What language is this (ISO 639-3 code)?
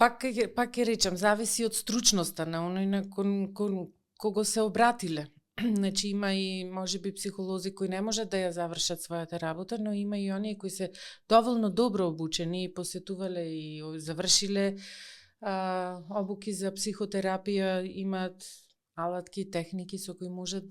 mkd